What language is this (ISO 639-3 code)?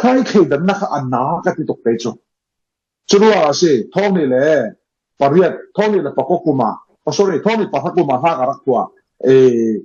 cfm